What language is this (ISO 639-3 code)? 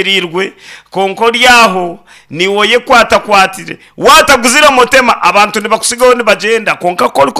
nyn